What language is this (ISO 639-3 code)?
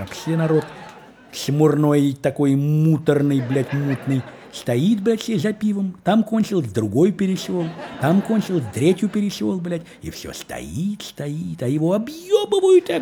rus